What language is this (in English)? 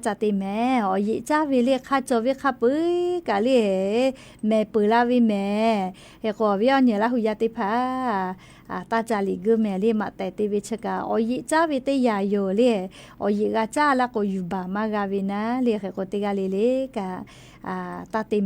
Lahu